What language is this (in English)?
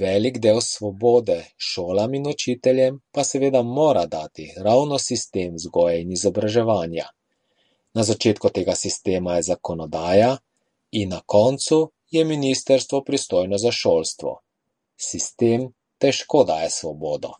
Slovenian